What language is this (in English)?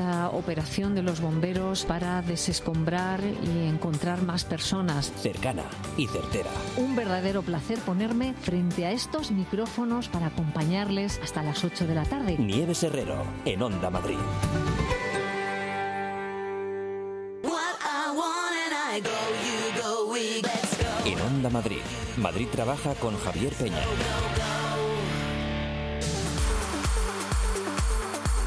Spanish